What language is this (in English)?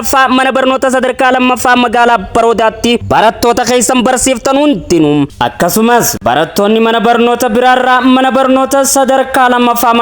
Oromo